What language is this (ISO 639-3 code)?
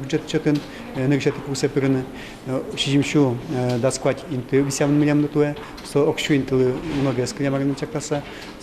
udm